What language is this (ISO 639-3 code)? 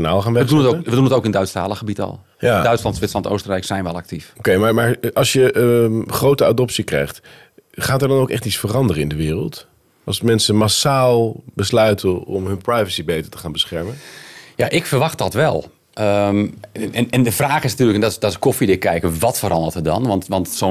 nld